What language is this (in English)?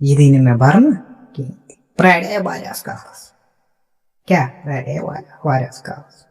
Kashmiri